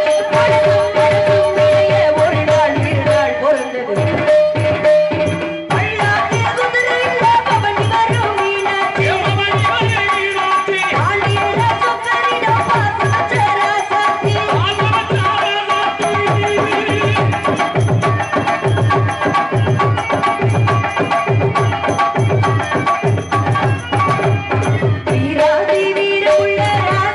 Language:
Tamil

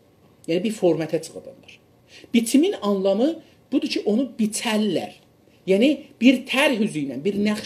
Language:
South Azerbaijani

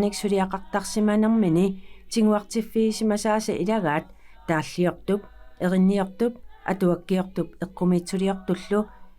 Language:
Kalaallisut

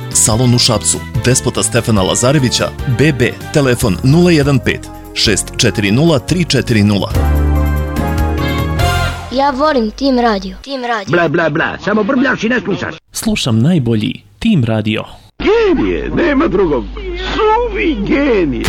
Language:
Serbian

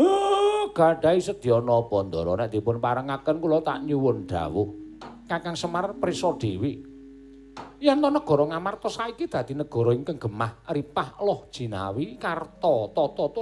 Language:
Javanese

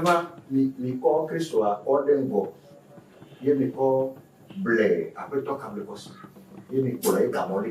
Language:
Ewe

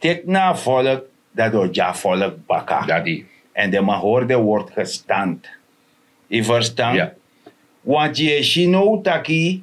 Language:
Sranan Tongo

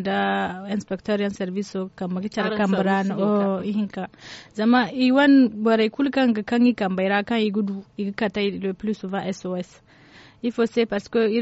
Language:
Zarma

